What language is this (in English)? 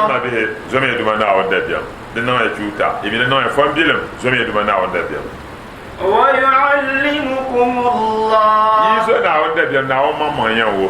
Dagbani